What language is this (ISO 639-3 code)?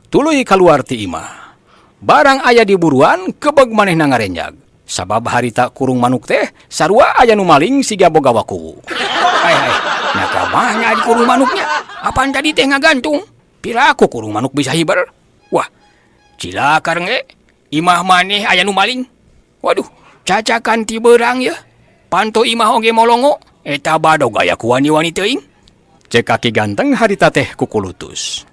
sun